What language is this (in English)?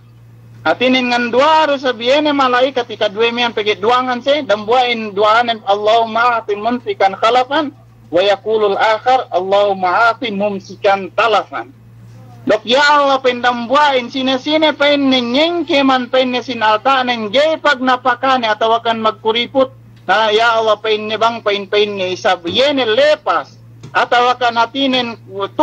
Yakan